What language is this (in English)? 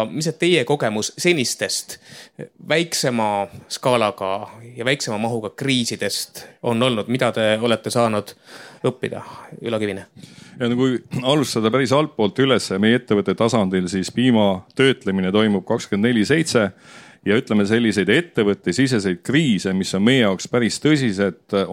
Estonian